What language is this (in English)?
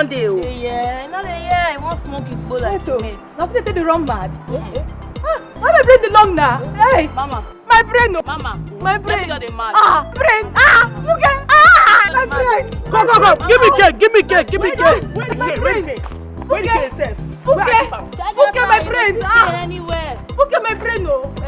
Nigerian Pidgin